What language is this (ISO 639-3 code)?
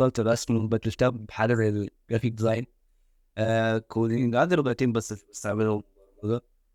arz